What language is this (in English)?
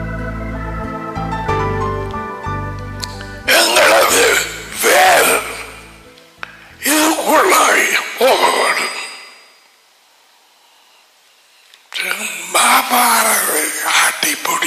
Tamil